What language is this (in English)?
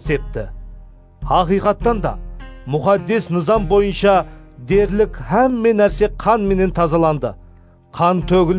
Kara-Kalpak